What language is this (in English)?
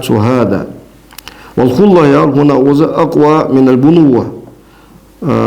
Ingush